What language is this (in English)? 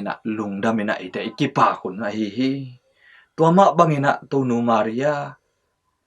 Tedim Chin